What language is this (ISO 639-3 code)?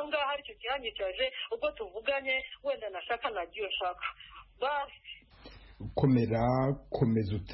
kin